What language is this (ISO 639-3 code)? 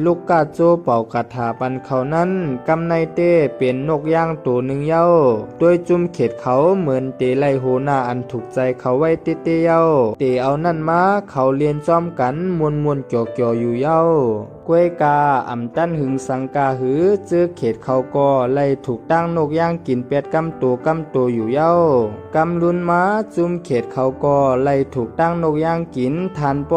shn